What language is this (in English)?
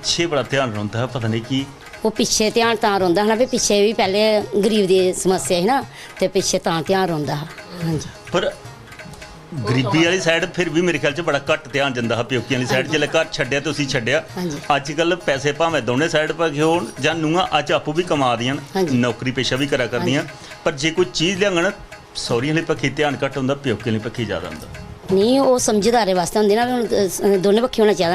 Dogri